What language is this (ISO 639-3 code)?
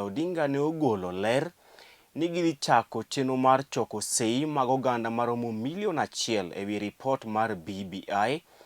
luo